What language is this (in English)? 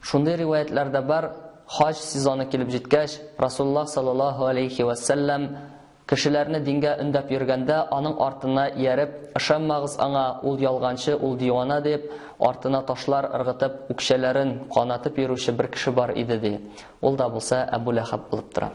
Tatar